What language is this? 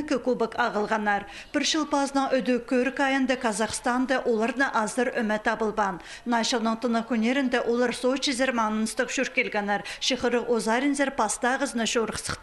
Khakas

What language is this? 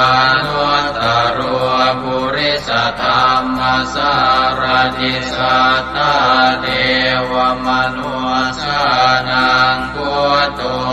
Pali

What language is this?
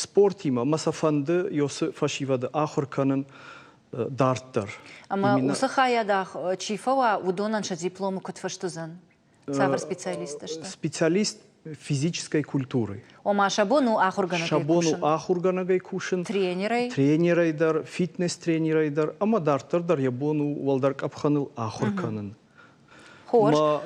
Ossetic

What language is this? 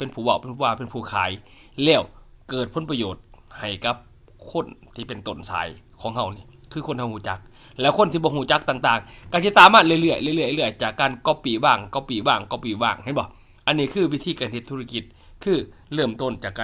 Lao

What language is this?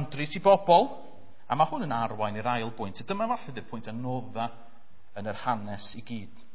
Welsh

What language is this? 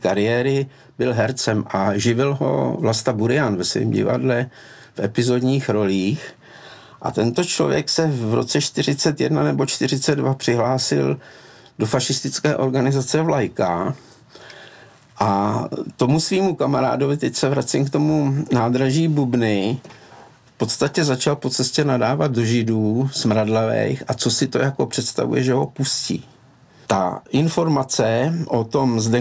Czech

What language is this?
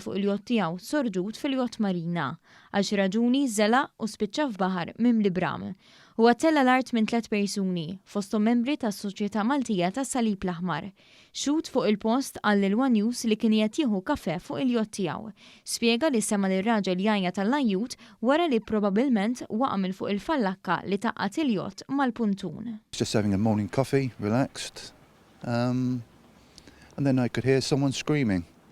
Maltese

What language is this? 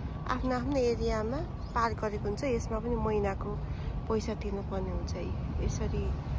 Nepali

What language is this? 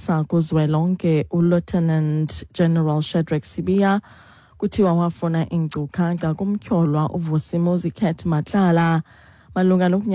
Xhosa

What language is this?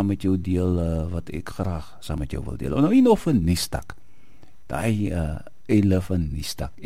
Afrikaans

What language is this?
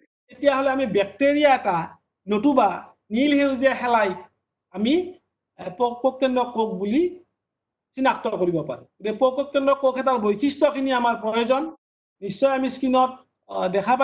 Assamese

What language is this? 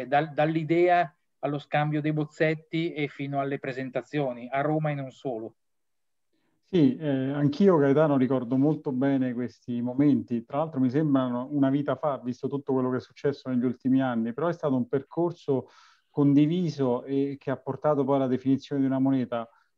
Italian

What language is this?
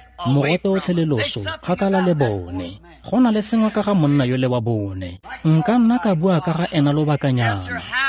Tswana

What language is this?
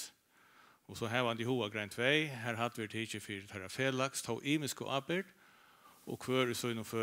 Faroese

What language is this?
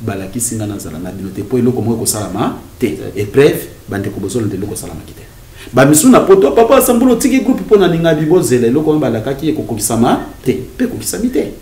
Lingala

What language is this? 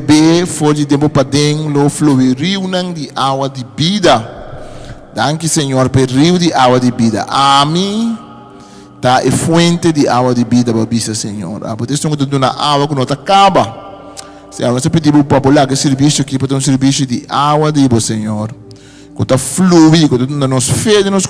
Papiamento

